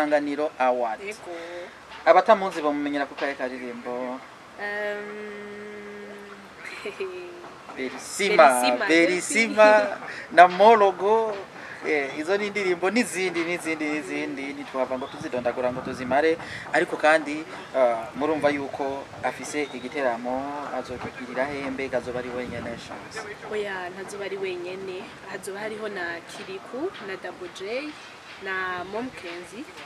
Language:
Rundi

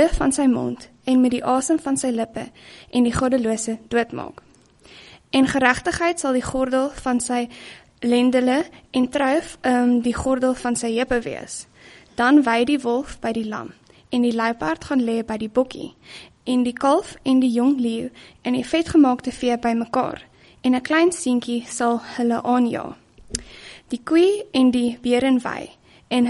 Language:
Afrikaans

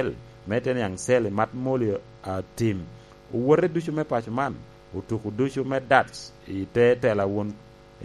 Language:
Lango (Uganda)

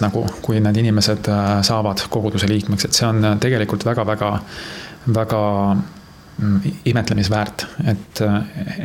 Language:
Estonian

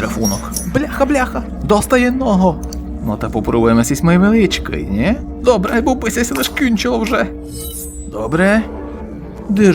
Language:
Rusyn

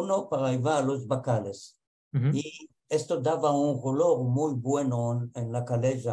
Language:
Ladino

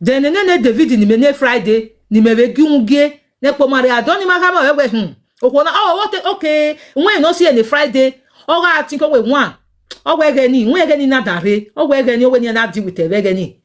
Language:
Nigerian Pidgin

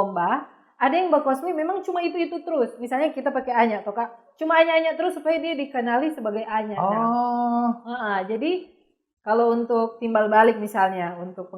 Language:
Manado Malay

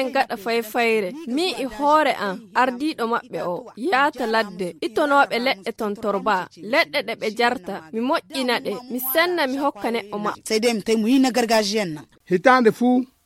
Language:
Fula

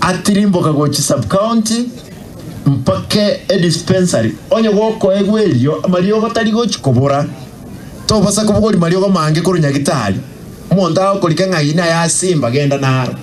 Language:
Gusii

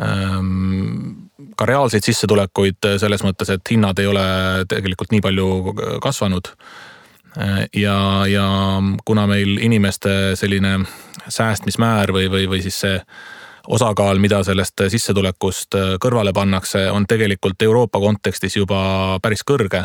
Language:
Estonian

